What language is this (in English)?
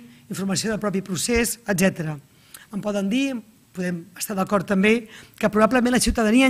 Catalan